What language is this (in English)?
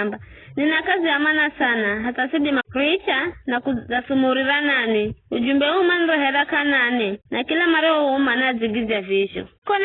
Giryama